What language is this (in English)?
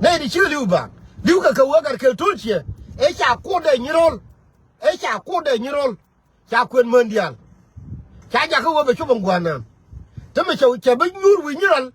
Nuer